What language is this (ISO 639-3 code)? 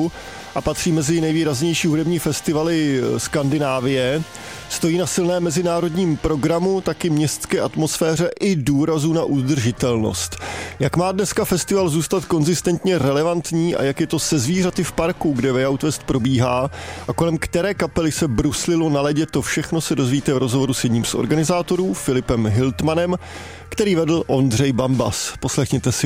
ces